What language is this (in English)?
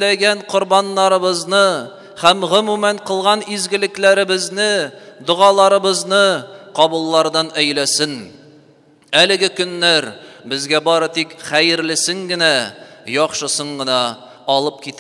Tatar